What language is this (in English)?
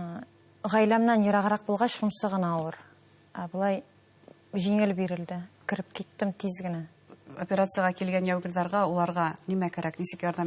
Bashkir